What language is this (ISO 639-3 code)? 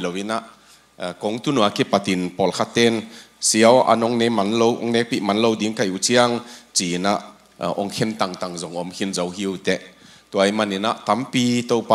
ctd